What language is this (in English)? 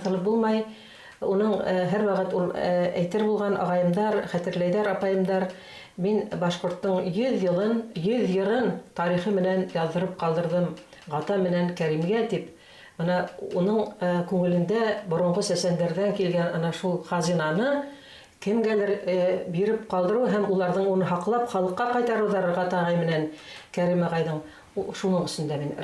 Bashkir